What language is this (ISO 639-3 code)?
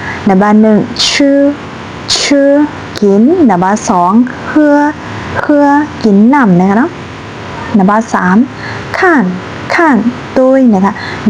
shn